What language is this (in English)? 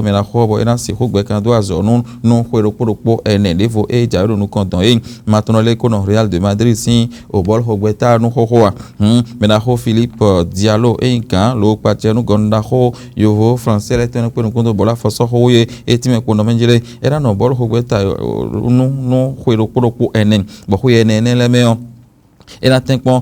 Fon